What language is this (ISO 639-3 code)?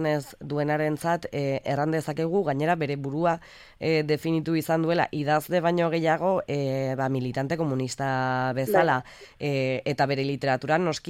eus